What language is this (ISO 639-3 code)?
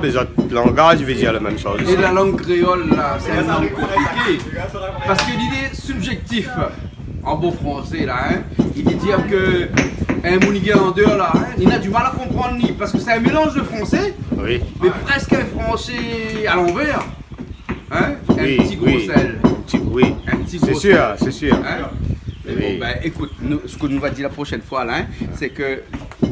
rcf